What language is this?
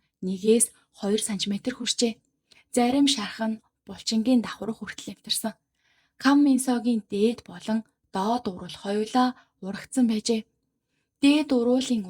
Mongolian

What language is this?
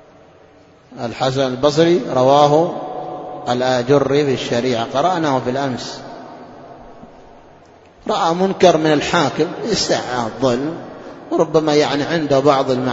Arabic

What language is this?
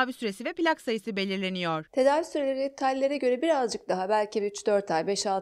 Turkish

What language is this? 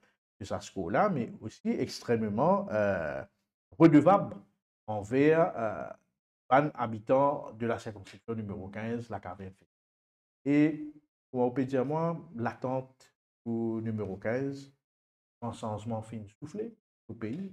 Morisyen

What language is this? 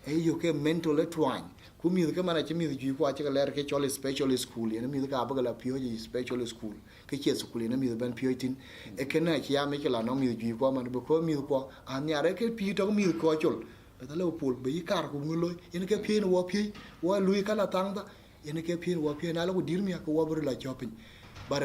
Dinka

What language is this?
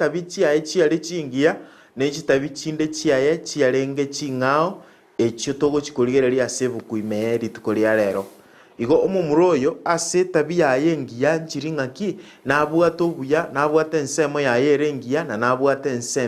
Gusii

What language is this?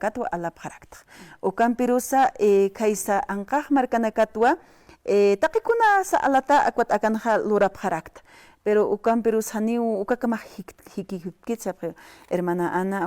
Aymara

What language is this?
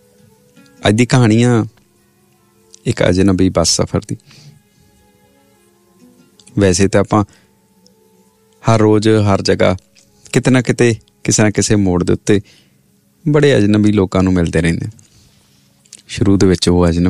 Punjabi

